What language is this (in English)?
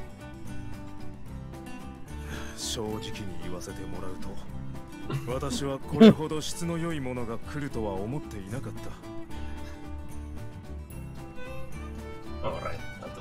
Japanese